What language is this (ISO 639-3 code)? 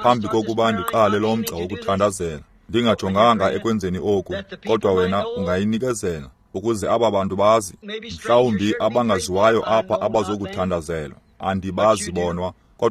xho